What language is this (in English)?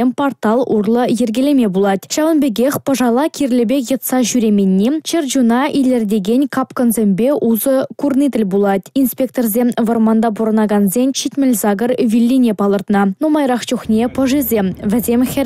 Chuvash